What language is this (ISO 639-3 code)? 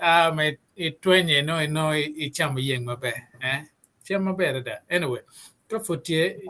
ach